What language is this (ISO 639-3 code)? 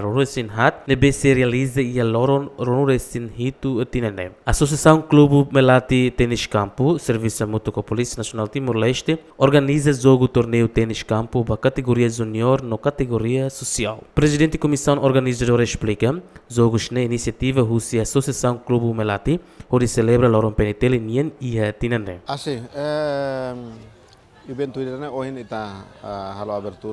tet